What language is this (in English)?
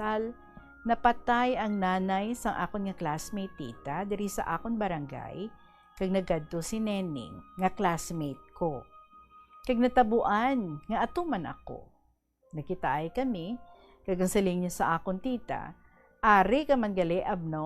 Hiligaynon